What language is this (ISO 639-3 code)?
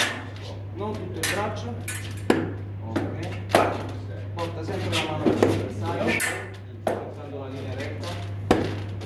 ita